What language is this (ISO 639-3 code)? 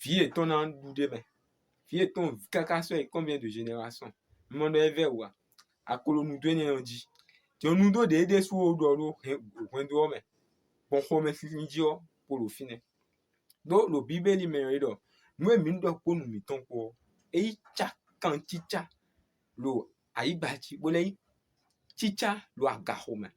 fon